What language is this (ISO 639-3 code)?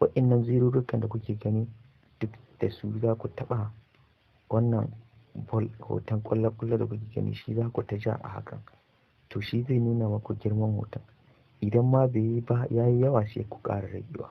hau